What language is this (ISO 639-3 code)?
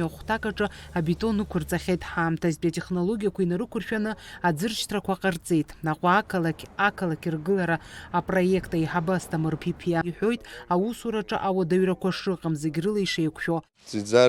abk